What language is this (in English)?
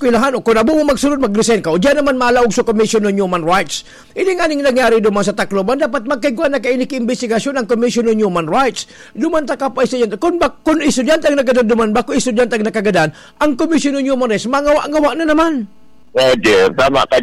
Bikol